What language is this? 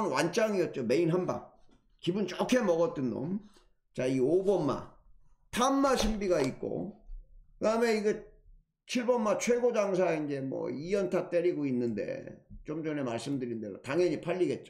Korean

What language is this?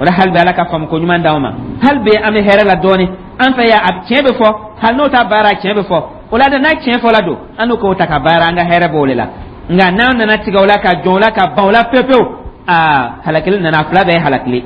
Dyula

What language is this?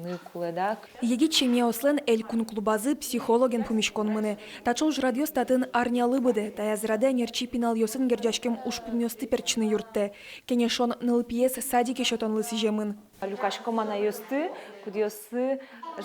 Udmurt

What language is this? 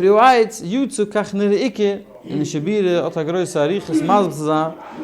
Yiddish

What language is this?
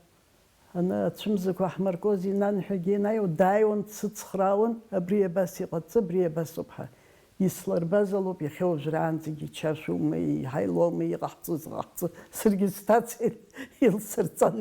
Abkhazian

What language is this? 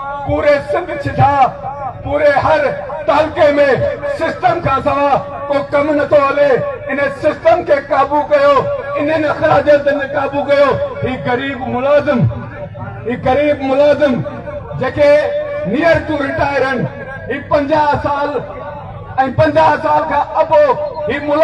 Sindhi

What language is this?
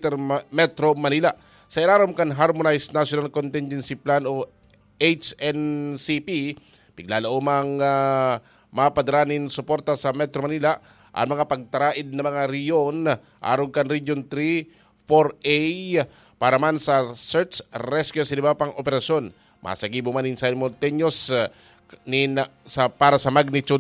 Bikol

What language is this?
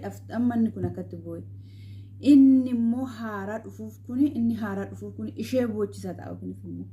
Oromo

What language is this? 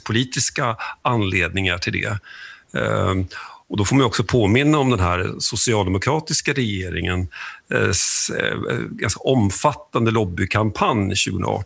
Swedish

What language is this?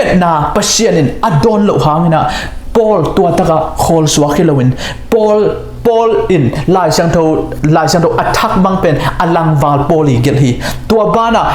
Tedim Chin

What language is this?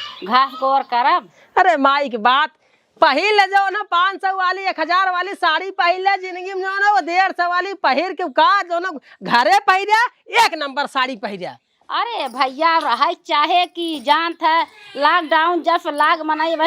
Awadhi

